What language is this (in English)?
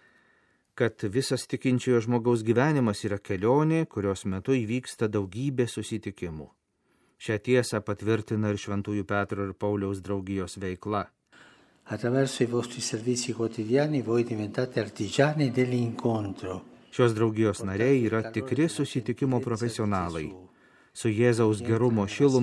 Lithuanian